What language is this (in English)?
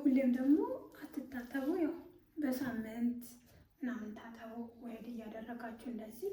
Amharic